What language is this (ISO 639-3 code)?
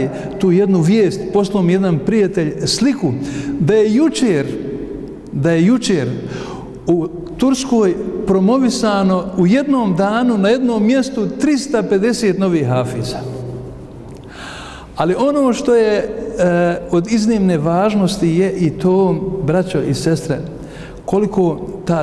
bos